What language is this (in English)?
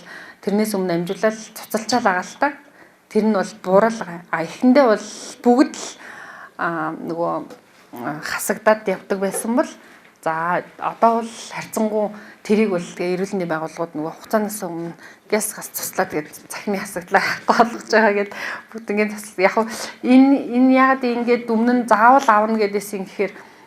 Mongolian